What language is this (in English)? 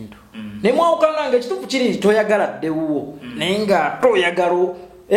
Ganda